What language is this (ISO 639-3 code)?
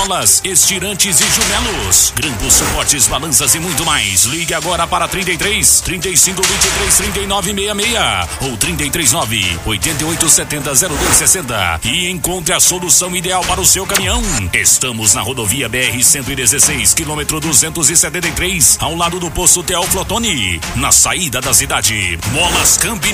por